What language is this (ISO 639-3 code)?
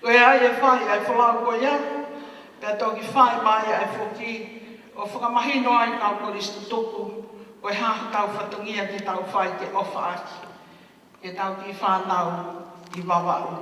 ton